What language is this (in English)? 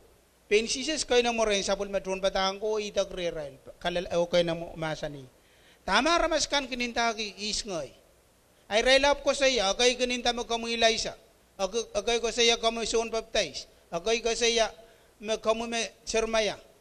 Pohnpeian